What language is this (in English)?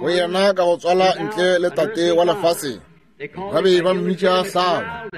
Northern Sotho